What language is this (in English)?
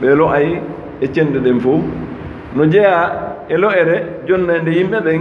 Fula